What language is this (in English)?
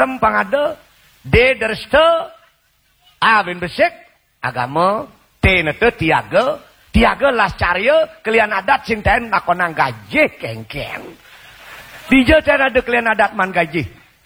Balinese